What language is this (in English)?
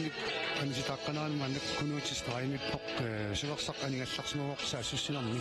Kalaallisut